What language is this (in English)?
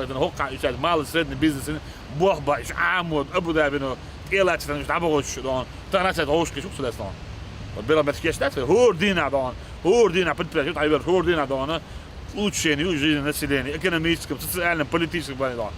Chechen